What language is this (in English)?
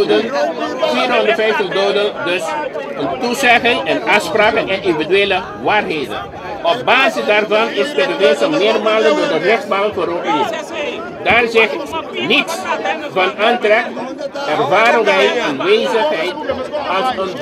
Papiamento